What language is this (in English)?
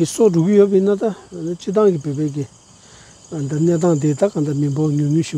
Tibetan